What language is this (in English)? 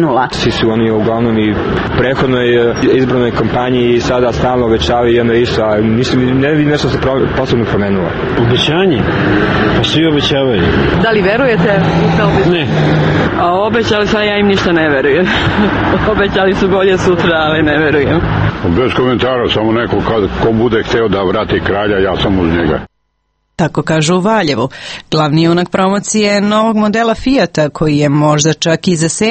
Serbian